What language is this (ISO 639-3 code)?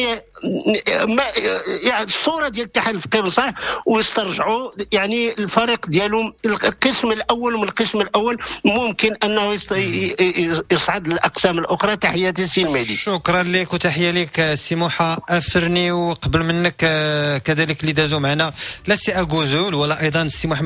ary